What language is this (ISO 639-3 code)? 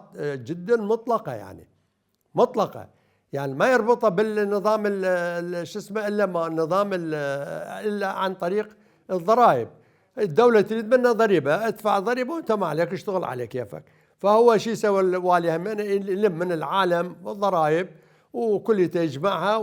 acm